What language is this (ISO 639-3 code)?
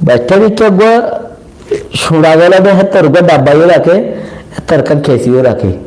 rhg